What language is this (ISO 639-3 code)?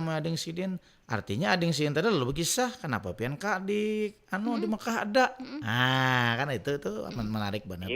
bjn